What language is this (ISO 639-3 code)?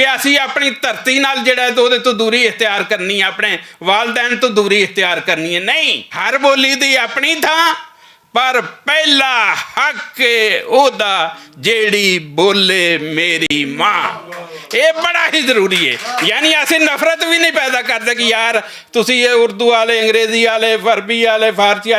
lah